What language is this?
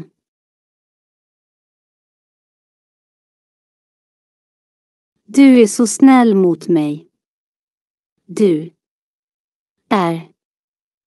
Swedish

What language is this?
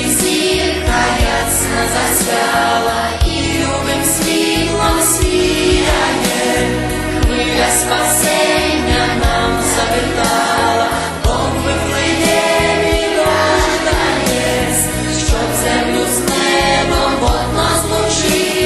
Rusyn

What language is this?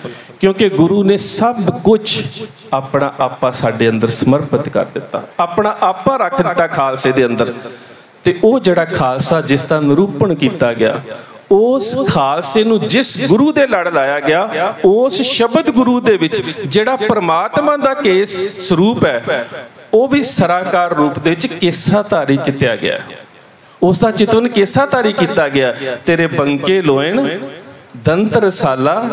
Punjabi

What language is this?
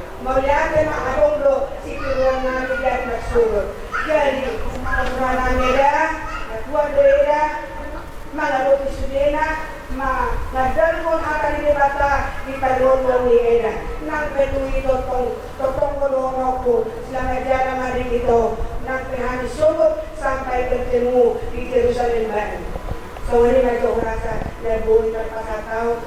Batak Toba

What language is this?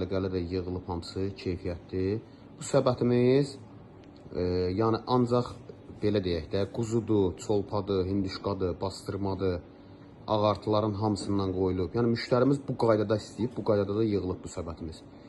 Azerbaijani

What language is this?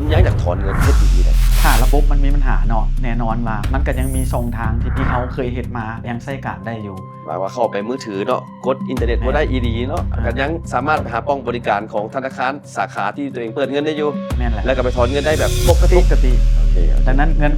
Lao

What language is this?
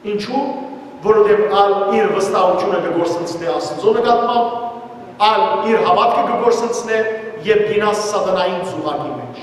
Western Armenian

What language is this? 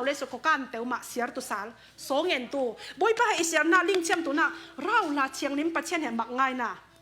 Falam Chin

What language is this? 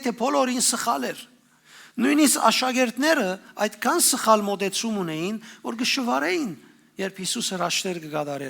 Western Armenian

